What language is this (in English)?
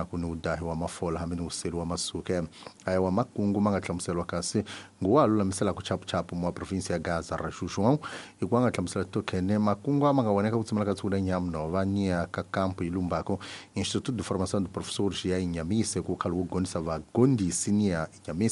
Tsonga